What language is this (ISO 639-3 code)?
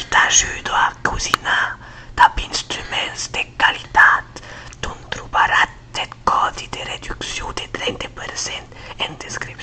oci